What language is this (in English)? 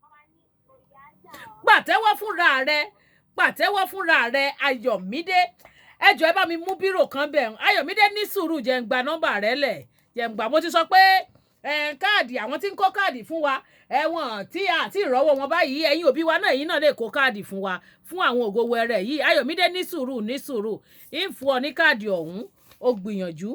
Yoruba